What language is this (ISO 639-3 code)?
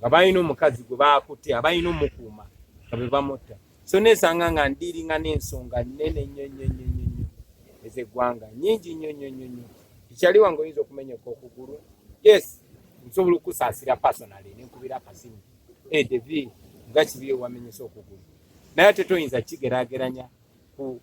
lug